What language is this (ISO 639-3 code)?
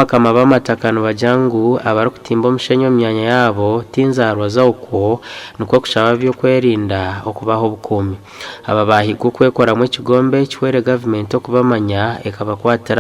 nyn